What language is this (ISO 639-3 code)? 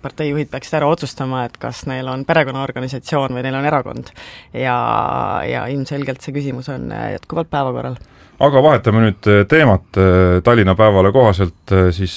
est